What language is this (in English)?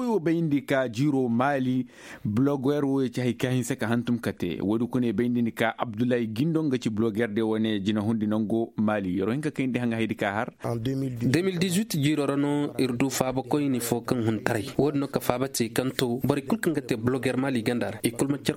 Koyraboro Senni